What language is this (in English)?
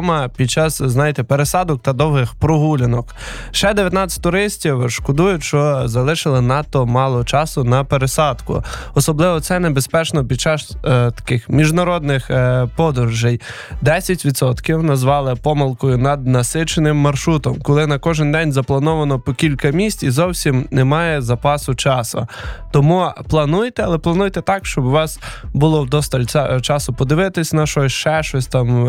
Ukrainian